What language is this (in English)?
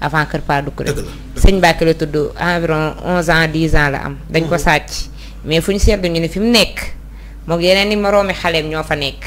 Wolof